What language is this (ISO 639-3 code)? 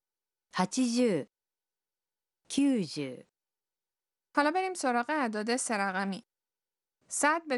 fas